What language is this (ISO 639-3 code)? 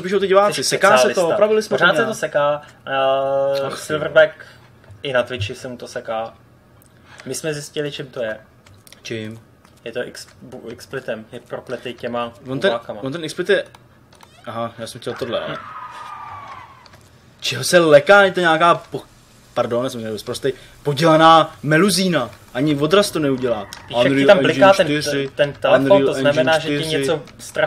ces